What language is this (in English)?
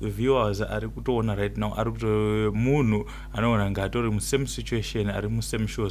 Shona